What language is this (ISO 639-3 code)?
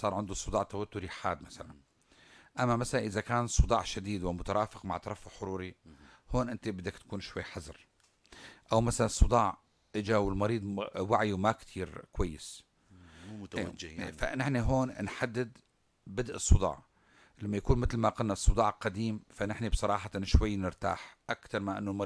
apc